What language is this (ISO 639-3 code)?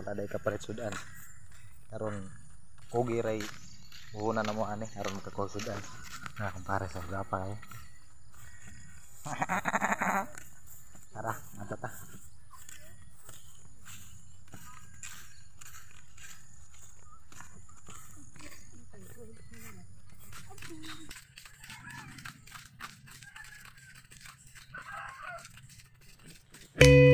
ceb